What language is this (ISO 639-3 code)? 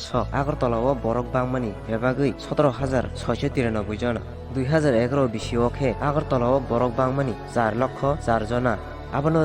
trp